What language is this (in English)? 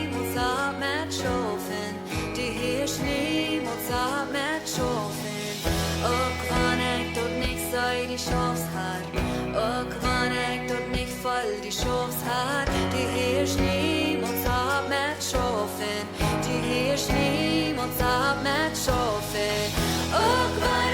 Plautdietsch